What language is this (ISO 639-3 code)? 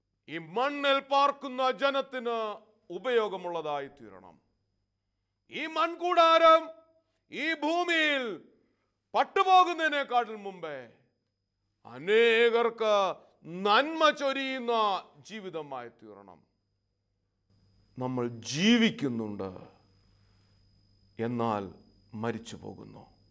mal